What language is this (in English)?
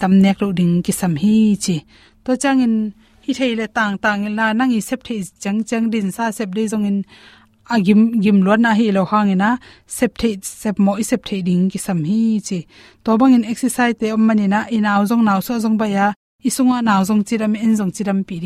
Tedim Chin